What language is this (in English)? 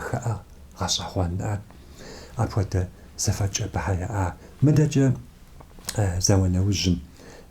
Kabardian